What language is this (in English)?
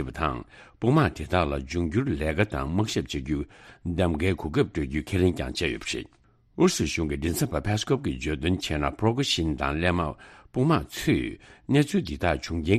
Tibetan